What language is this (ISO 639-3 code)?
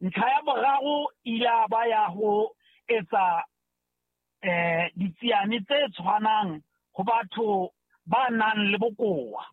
sot